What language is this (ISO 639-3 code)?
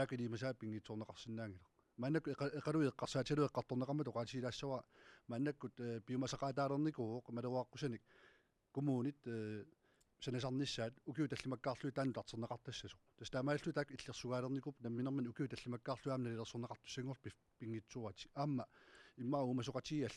kal